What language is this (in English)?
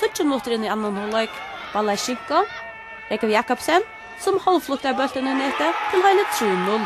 Faroese